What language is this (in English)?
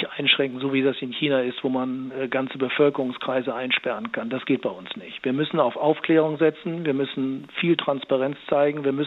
German